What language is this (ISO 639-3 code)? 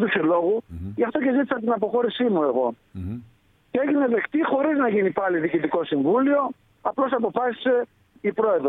ell